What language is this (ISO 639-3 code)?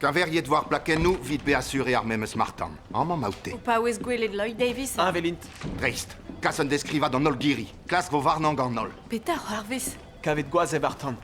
bre